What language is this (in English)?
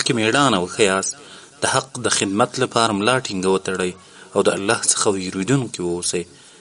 Pashto